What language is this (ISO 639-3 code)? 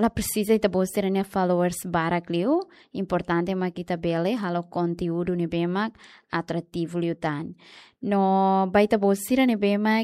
tet